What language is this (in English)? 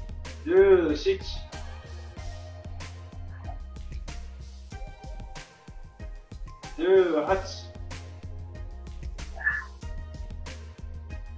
Japanese